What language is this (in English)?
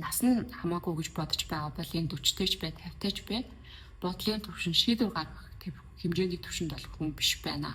Mongolian